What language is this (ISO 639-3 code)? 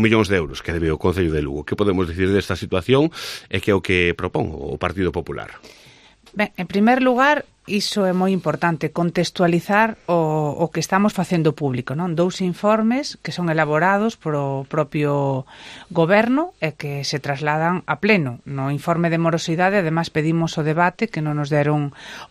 glg